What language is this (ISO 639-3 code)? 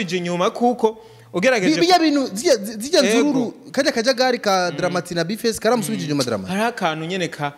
run